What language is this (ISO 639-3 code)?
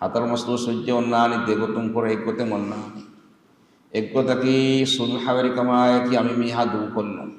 div